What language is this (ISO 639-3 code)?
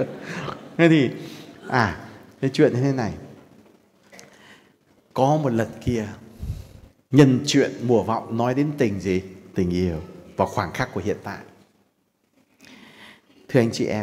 vie